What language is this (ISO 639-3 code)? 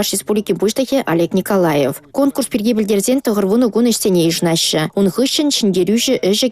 chv